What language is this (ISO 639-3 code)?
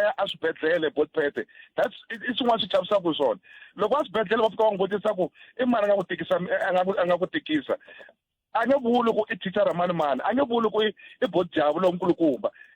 tso